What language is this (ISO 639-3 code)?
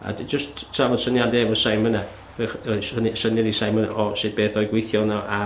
cym